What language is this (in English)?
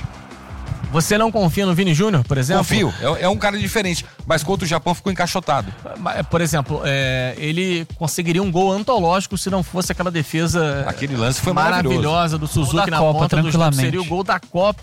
Portuguese